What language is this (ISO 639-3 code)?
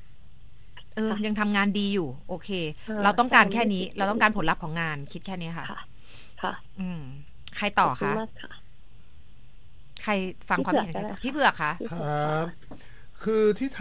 tha